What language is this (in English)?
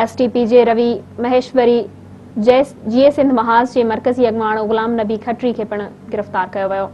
Sindhi